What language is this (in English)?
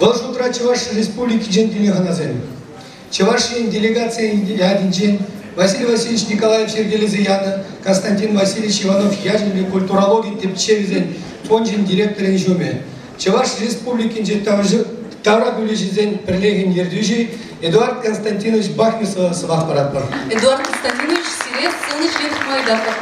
Chuvash